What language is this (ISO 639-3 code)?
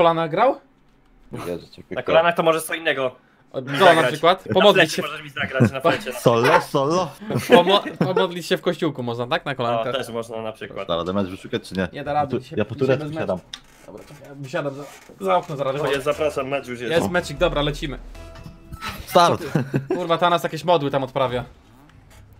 pol